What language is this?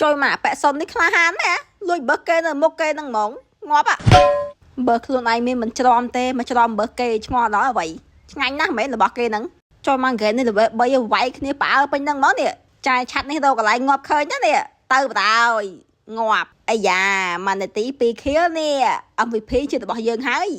Khmer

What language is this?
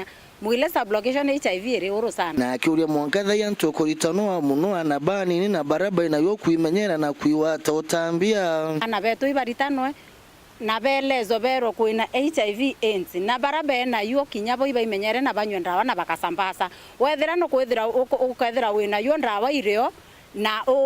Meru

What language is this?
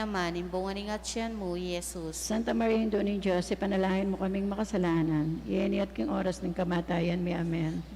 Pampanga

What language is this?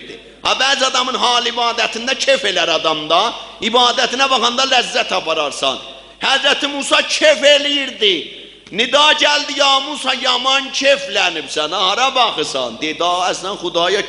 South Azerbaijani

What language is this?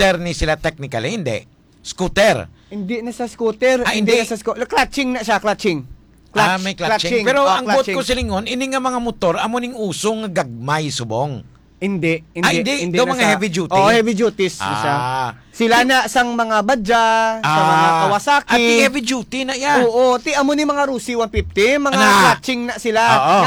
Hiligaynon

